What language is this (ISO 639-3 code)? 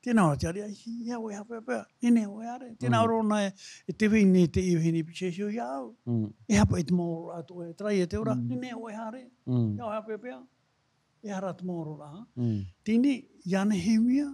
tah